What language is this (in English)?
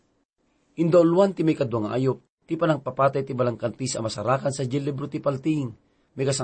Iloko